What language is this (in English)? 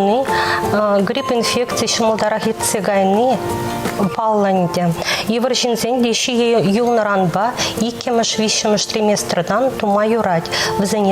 Chuvash